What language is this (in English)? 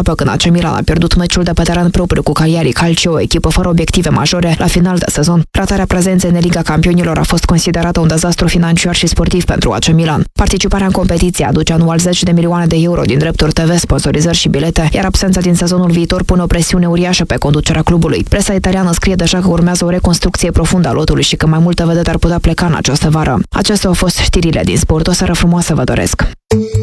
Romanian